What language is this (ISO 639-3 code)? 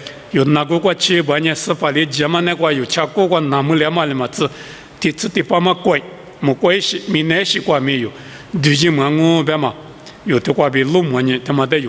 lis